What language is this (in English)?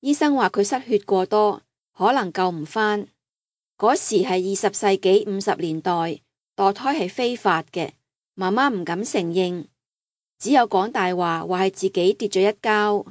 Cantonese